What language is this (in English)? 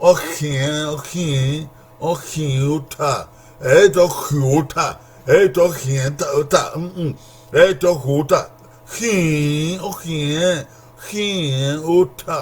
Bini